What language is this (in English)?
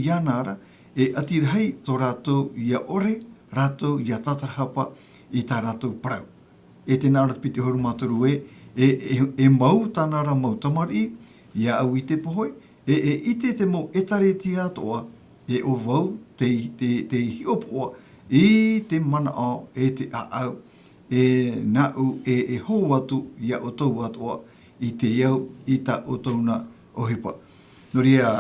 Tahitian